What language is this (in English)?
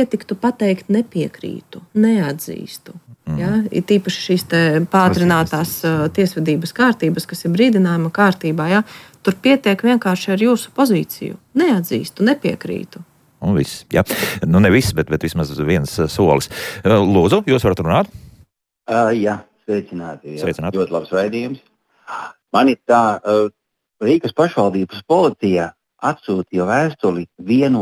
Latvian